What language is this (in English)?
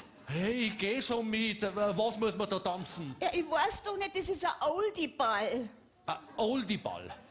Bavarian